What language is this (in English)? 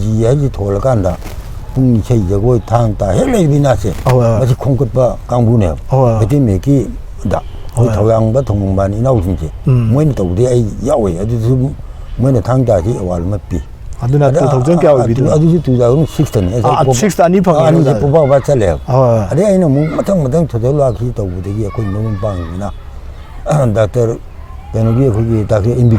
Manipuri